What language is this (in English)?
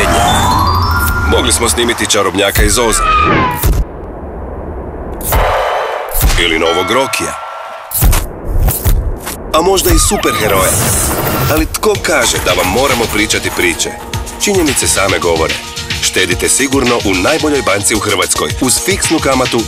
Croatian